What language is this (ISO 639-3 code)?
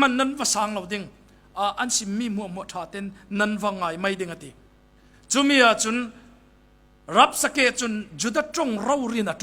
cfm